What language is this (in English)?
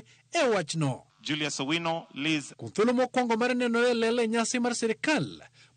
Luo (Kenya and Tanzania)